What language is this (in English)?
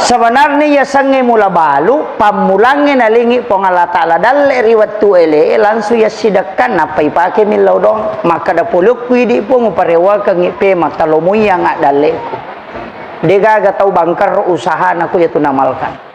Buginese